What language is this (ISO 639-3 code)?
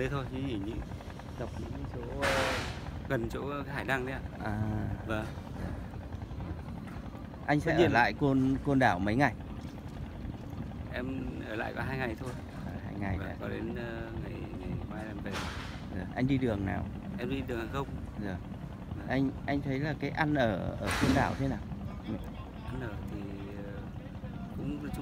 vie